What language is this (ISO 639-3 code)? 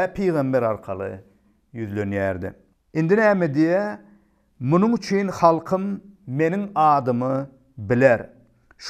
tuk